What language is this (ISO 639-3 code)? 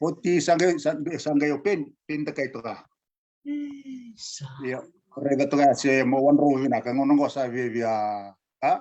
fij